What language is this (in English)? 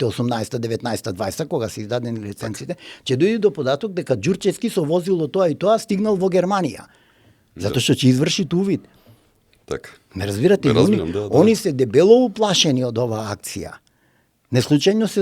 Macedonian